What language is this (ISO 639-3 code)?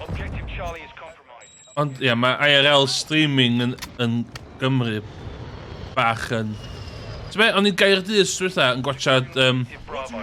cym